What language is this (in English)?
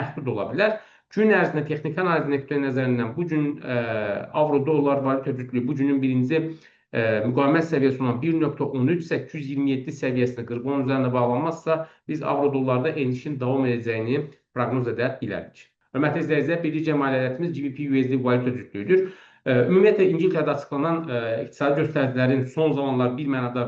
Azerbaijani